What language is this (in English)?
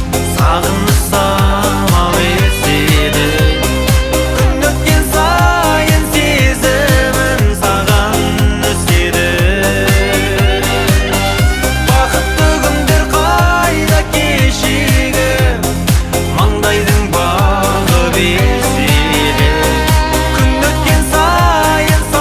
Kazakh